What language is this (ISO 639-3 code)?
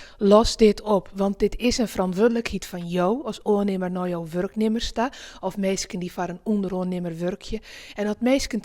fry